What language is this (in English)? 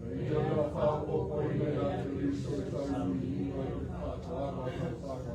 Samoan